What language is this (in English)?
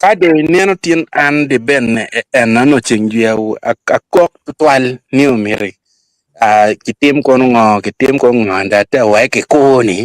Acoli